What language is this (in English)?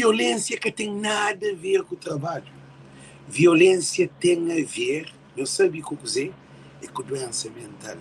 Kabuverdianu